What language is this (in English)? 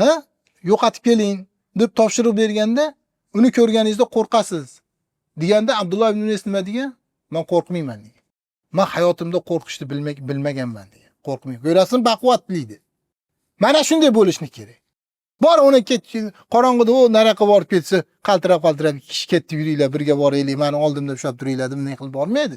Uzbek